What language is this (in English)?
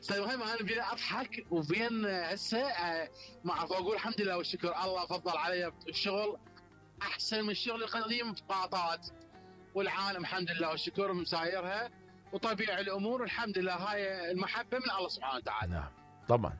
Mesopotamian Arabic